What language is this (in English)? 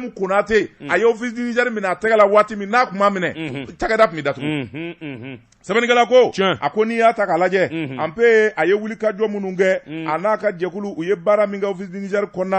Bambara